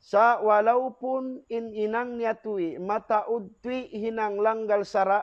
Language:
Tausug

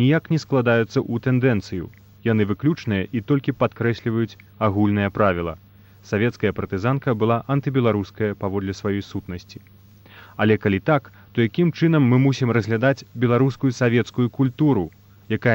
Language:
Belarusian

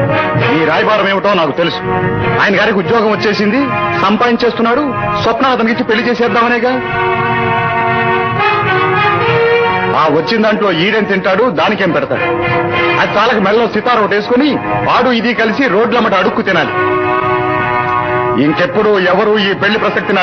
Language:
Telugu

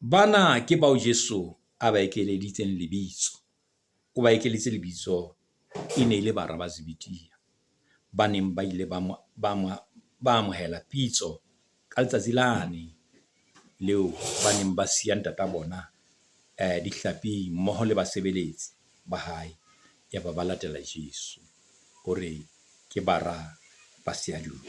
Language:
Southern Sotho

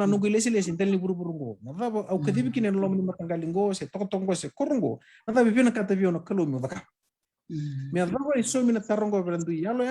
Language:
Fijian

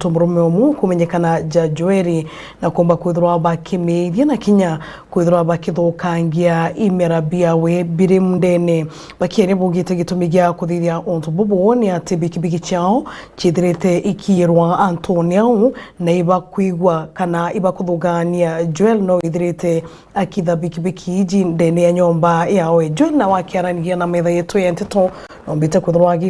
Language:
Meru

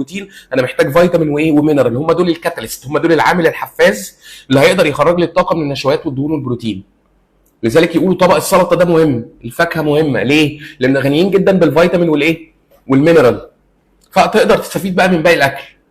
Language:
Egyptian Arabic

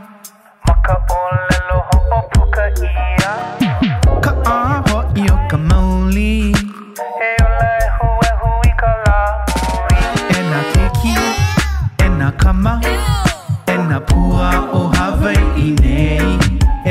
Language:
Hawaiian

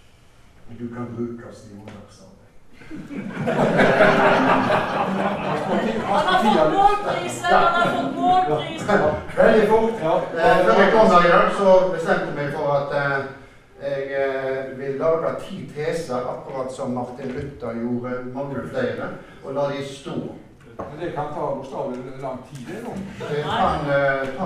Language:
Norwegian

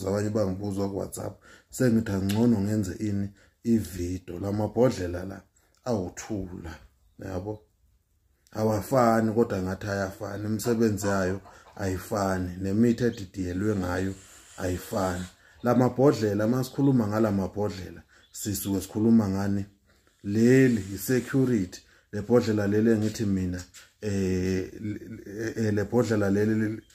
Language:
Zulu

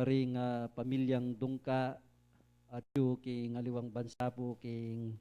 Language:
Pampanga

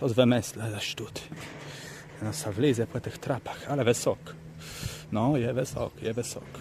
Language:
Kashubian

